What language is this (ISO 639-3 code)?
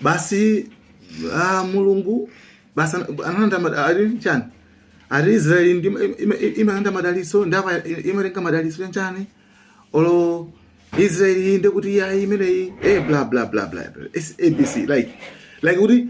nya